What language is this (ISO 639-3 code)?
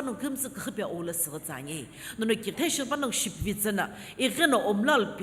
nsm